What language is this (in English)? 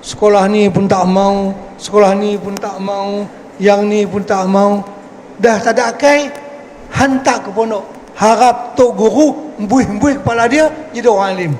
Banjar